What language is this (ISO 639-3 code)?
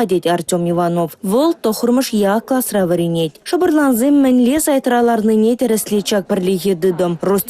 chv